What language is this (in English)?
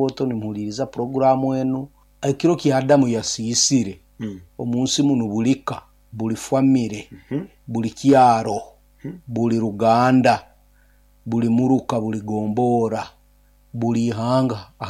Nyoro